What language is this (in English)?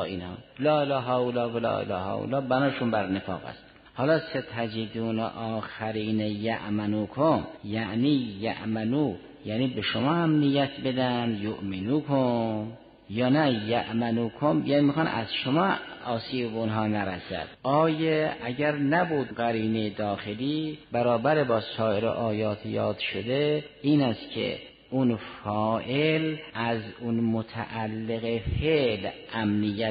Persian